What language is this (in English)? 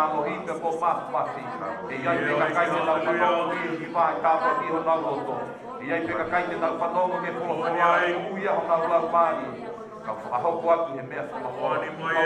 Tongan